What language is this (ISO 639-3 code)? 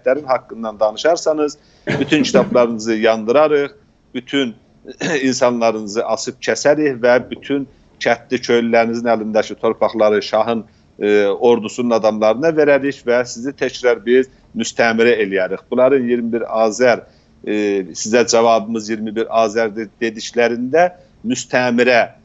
azb